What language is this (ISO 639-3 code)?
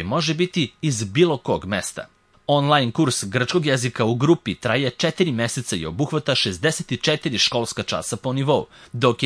srp